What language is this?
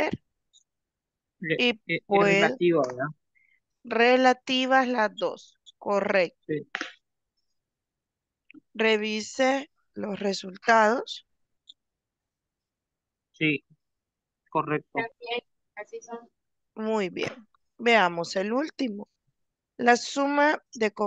Spanish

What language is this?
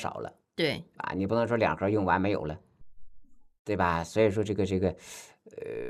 Chinese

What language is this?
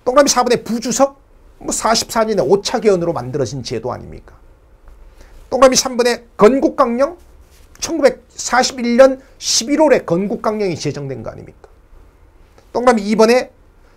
Korean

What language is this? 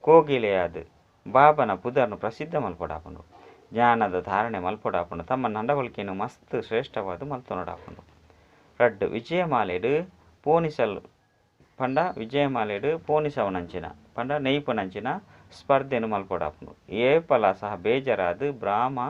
Tulu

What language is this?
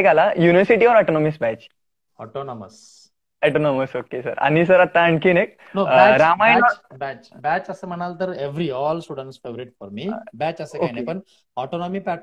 Marathi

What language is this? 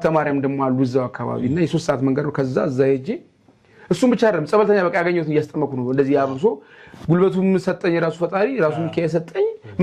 Amharic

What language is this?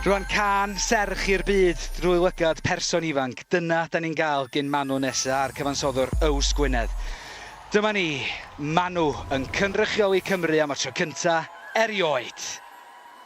Welsh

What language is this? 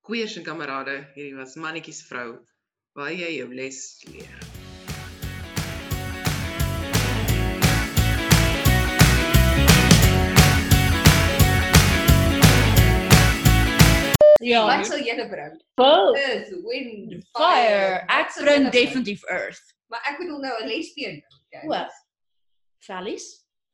Afrikaans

